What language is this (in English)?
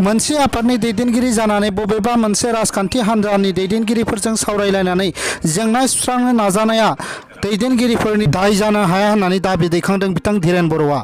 Bodo